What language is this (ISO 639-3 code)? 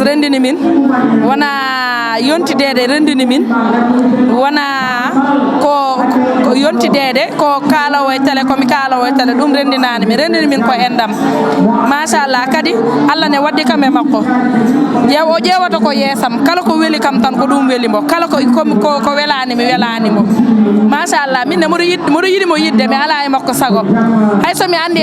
ful